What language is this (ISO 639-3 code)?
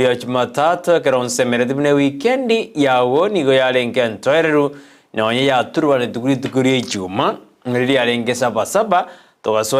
guz